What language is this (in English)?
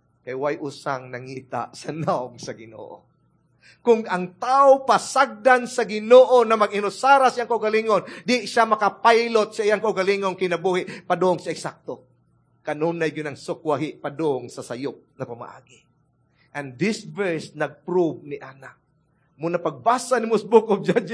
Cebuano